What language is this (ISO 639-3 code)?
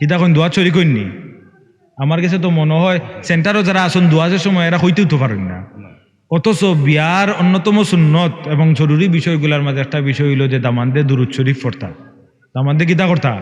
syl